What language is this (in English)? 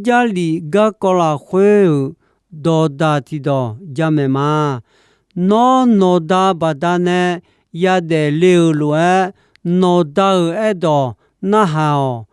Akha